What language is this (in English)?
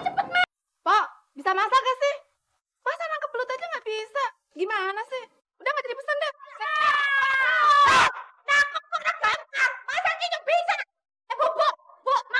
Betawi